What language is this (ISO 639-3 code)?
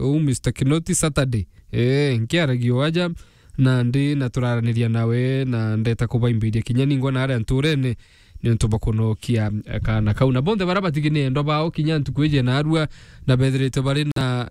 mer